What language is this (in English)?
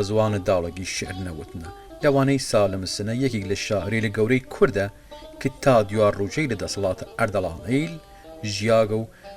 Southern Kurdish